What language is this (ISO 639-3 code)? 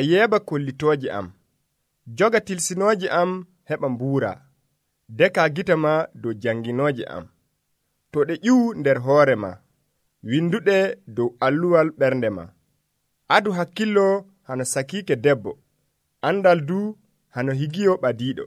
fuv